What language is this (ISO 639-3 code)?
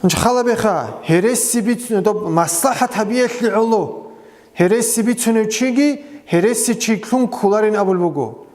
ava